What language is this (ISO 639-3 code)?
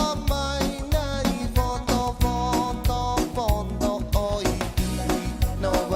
fij